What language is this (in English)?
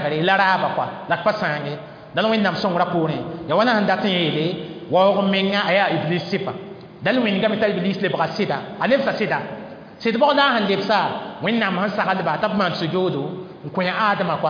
Mossi